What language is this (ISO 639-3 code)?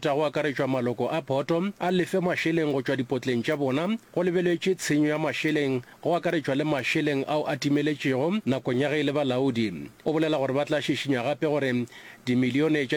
nso